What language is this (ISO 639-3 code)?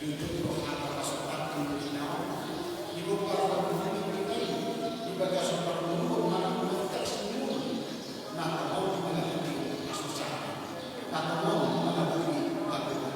bbc